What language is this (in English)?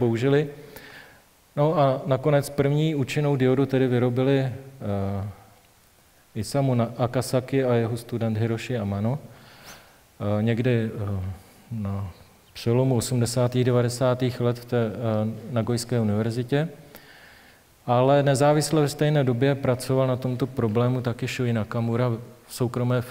Czech